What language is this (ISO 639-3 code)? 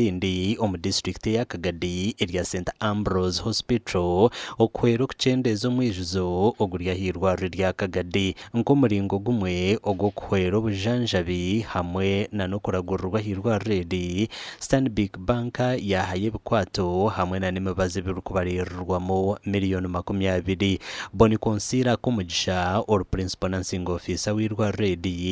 nyn